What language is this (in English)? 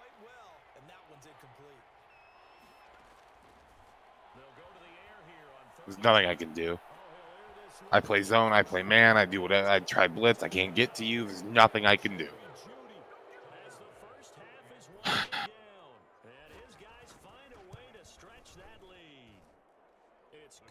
English